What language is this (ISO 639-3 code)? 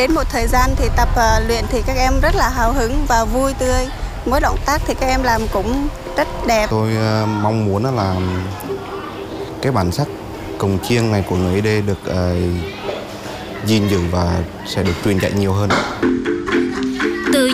vie